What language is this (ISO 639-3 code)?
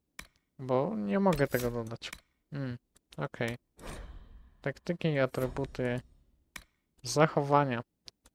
pol